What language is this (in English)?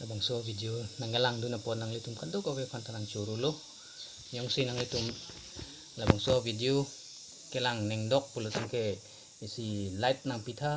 Karbi